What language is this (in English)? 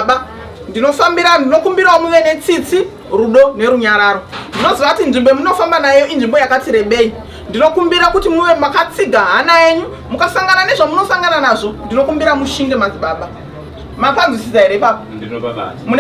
Shona